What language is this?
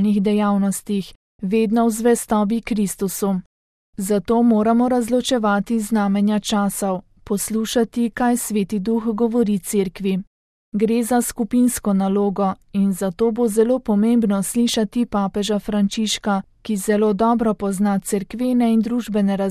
Slovenian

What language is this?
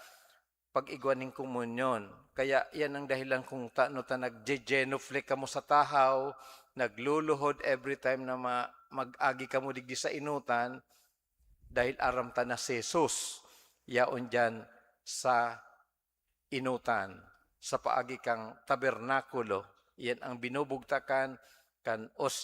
Bikol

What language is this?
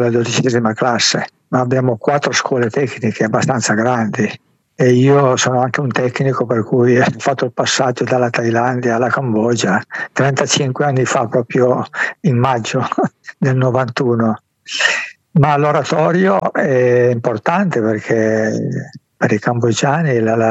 Italian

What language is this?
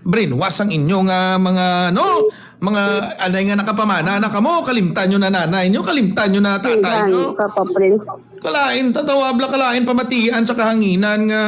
Hiligaynon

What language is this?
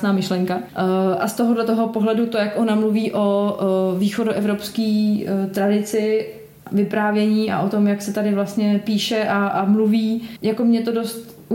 Czech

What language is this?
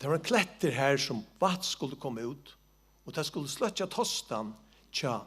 Faroese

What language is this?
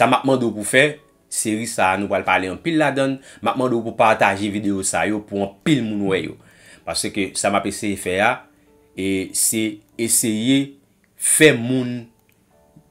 Haitian Creole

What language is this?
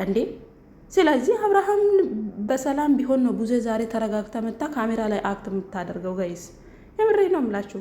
Amharic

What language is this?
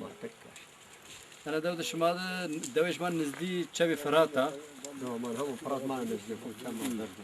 Zaza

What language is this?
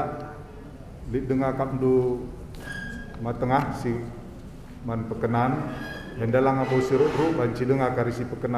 Batak Karo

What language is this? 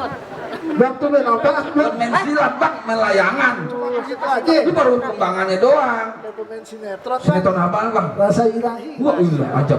Betawi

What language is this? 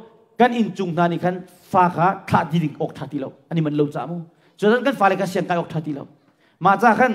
Hakha Chin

